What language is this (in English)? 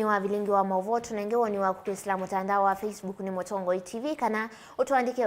Kamba